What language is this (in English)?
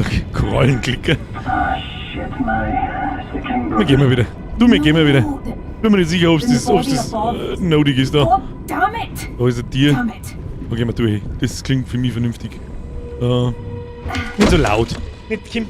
Bavarian